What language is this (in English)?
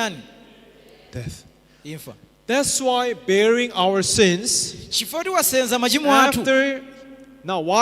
Nyanja